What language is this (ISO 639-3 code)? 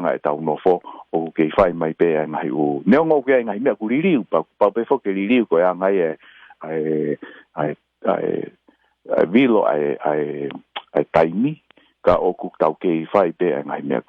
ton